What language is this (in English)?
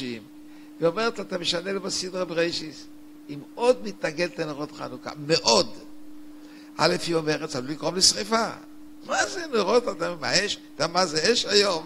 Hebrew